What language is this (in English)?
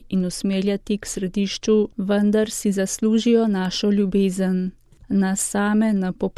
Slovenian